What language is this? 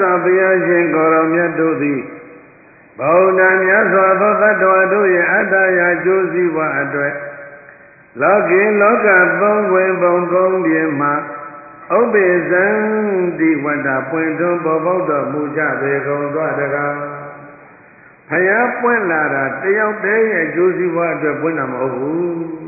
Burmese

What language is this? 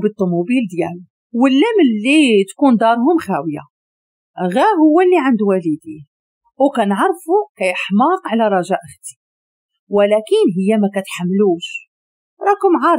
Moroccan Arabic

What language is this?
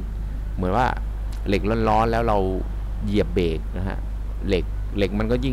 Thai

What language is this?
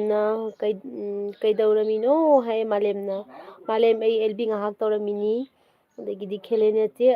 Manipuri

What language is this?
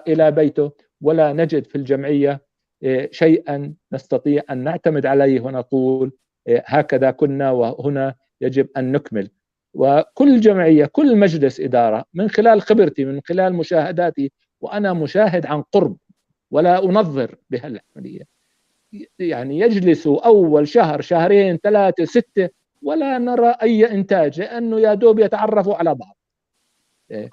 North Levantine Arabic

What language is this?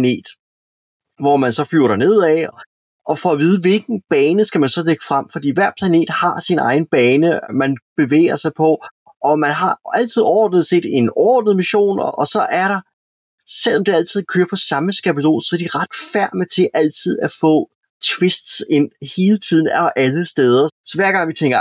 Danish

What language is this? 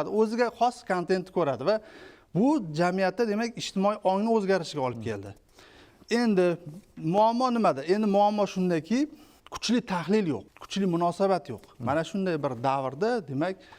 Uzbek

